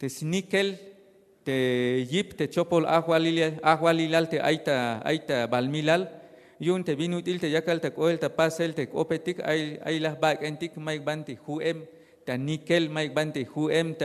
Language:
Tzeltal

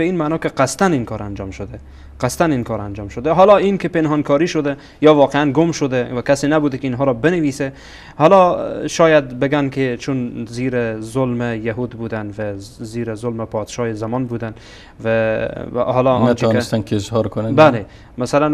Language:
Persian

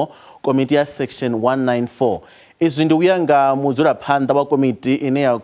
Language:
Venda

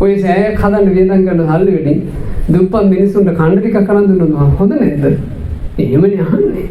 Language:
Sinhala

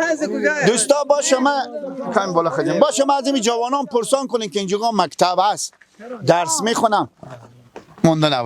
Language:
Persian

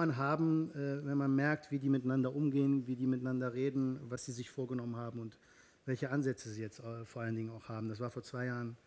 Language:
German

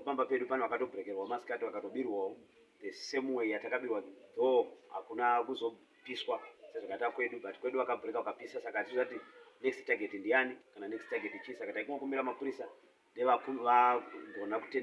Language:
Shona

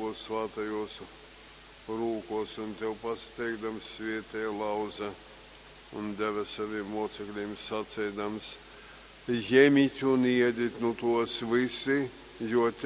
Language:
Latgalian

